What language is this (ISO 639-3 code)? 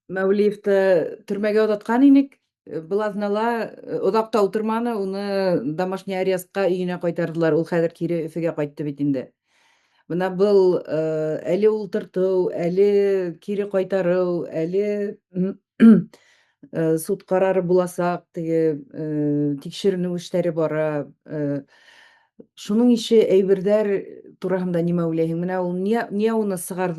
bak